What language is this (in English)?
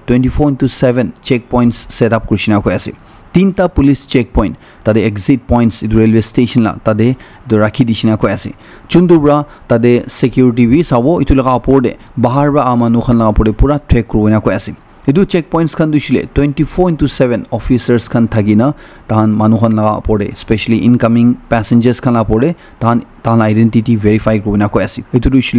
Naga Pidgin